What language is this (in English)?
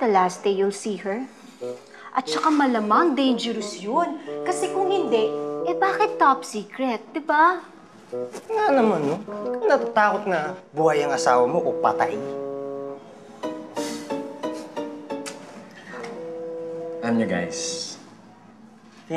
Filipino